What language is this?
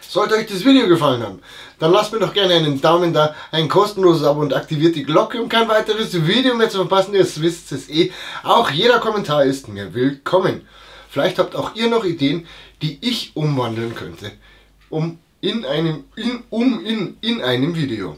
Bavarian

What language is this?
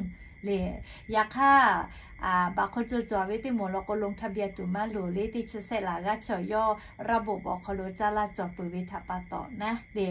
Lahu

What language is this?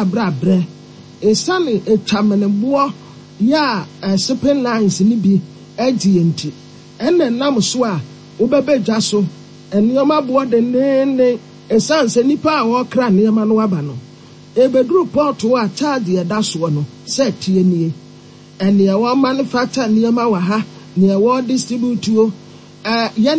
Akan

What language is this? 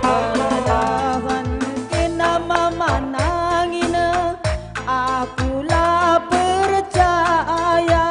Batak Karo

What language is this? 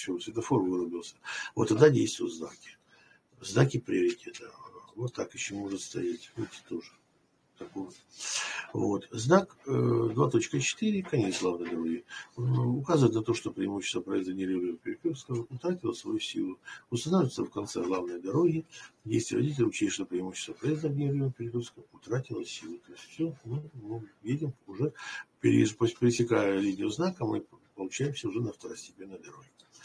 Russian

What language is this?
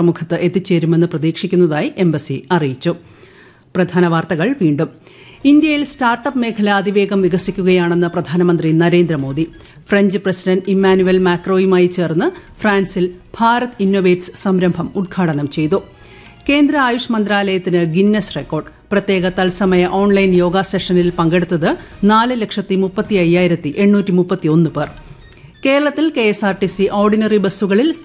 Malayalam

